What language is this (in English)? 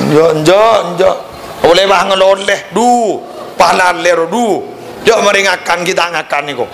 Madurese